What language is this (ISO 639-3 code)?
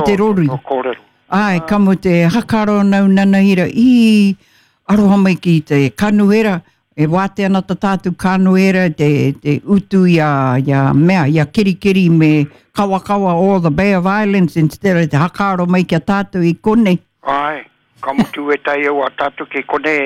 mri